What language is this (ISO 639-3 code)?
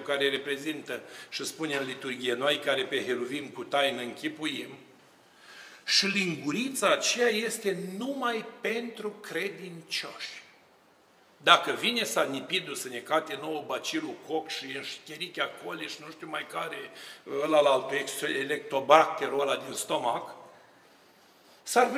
ron